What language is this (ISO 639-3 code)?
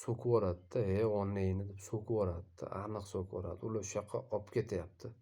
uzb